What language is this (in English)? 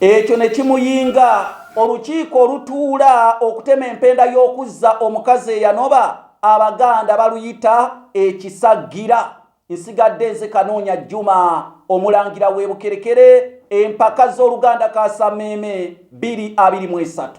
Ganda